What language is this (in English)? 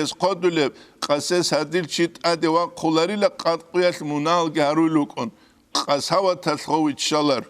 Avaric